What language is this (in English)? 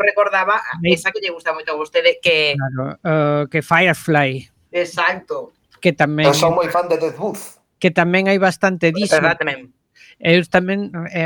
Galician